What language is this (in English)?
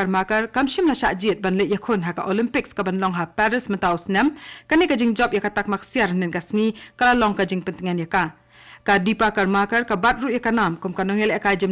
Khasi